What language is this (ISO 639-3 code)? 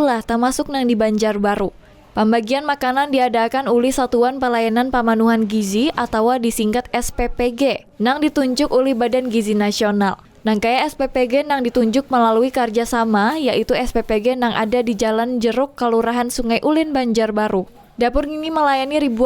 bjn